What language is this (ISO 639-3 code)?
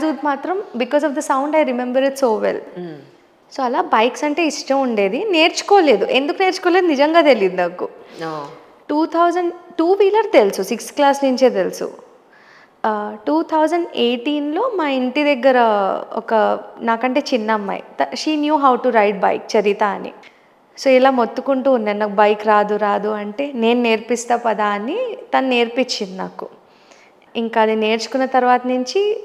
tel